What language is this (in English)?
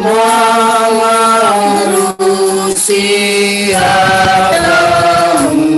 Batak Simalungun